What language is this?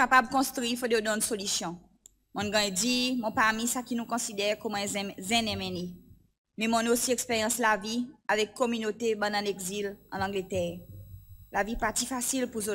Seselwa Creole French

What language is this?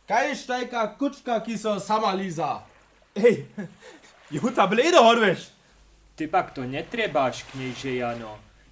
Upper Sorbian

